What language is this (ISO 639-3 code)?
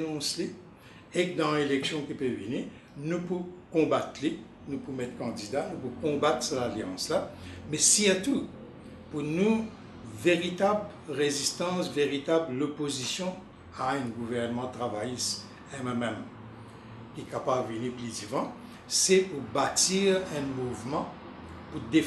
mfe